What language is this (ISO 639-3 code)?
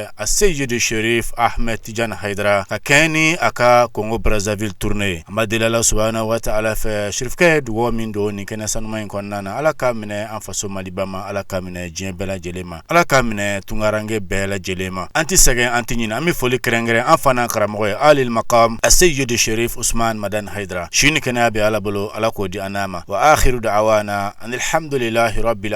bam